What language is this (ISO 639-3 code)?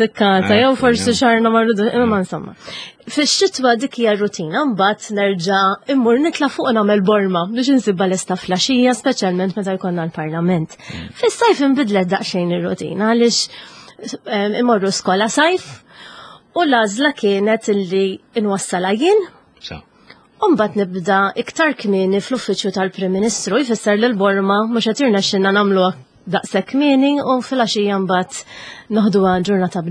mlt